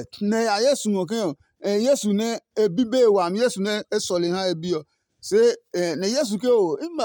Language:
Adangme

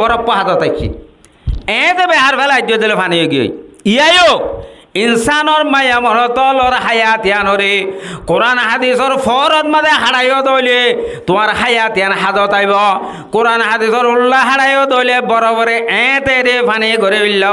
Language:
Rohingya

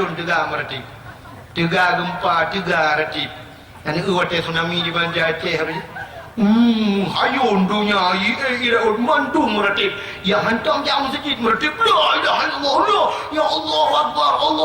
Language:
Achinese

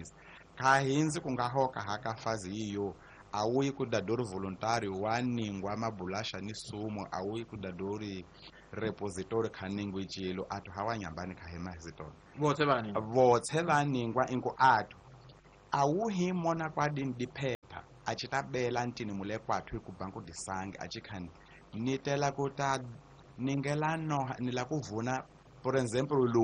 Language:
Tsonga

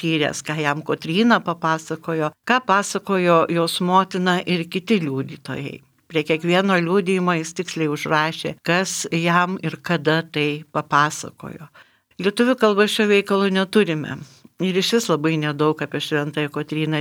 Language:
Lithuanian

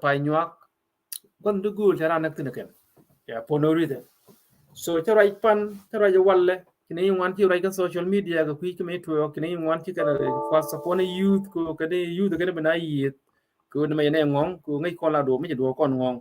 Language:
Nuer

